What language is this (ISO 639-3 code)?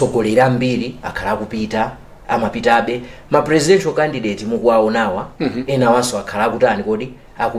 nya